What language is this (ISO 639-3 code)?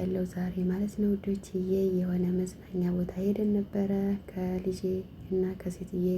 amh